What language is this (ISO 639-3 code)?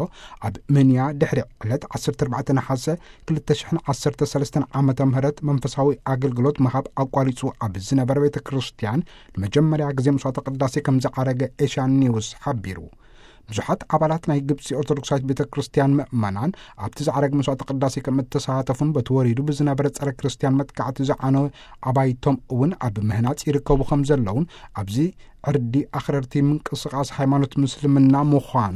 tir